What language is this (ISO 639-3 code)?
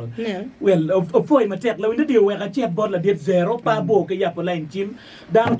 ach